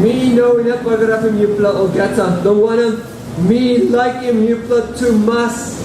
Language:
Tok Pisin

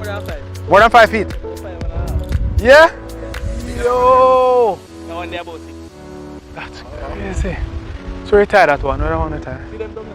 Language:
Jamaican Creole English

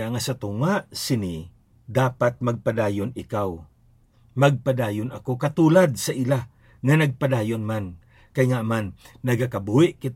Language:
Hiligaynon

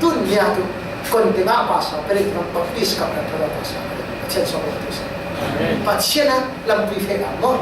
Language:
Falam Chin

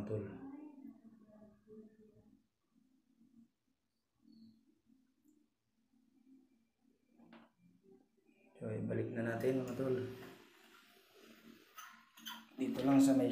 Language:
Filipino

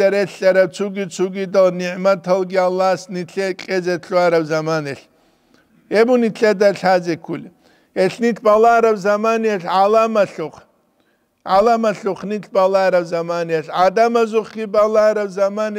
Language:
Avaric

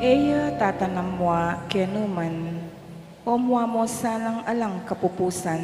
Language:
Pampanga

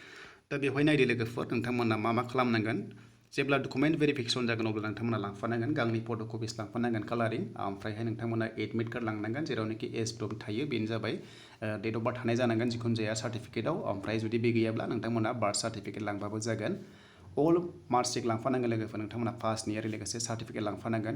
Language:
Bodo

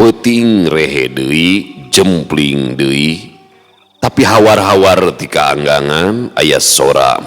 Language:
Sundanese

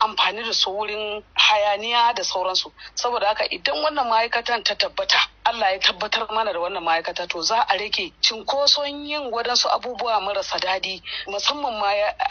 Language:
Hausa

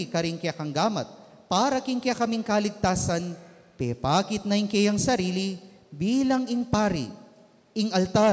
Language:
Pampanga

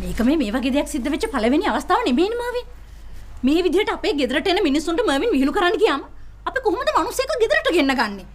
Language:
Sinhala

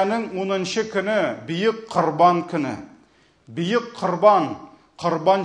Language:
Tatar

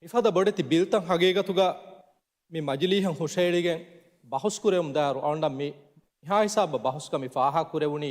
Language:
Divehi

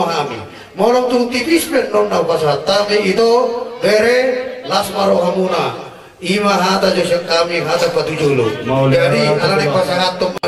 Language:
Batak Toba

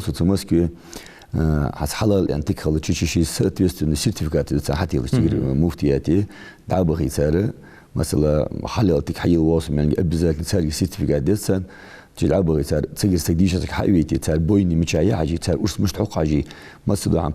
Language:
Ingush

